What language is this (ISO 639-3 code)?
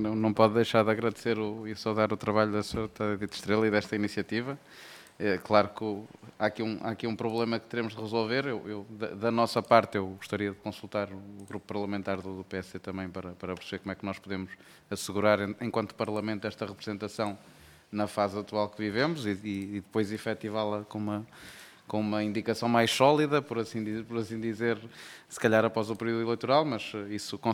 por